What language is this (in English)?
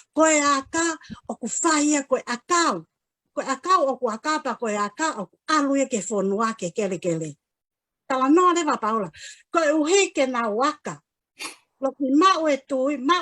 Tongan